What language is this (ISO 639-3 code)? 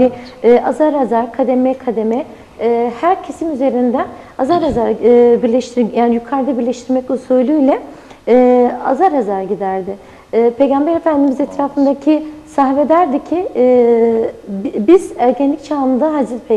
tur